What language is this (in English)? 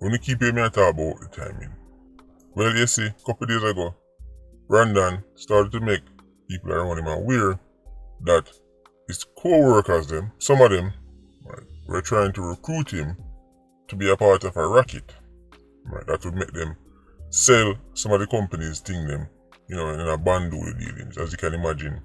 Jamaican Creole English